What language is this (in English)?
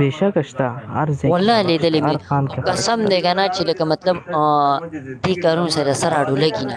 Pashto